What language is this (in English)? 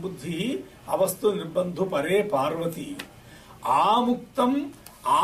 Sanskrit